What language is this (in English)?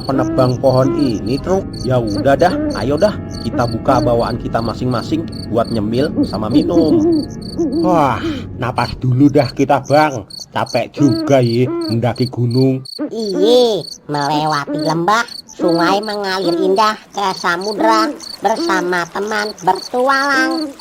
Betawi